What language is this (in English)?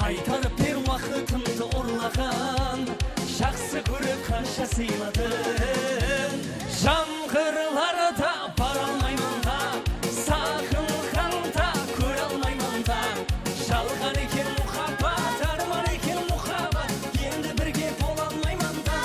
Kara-Kalpak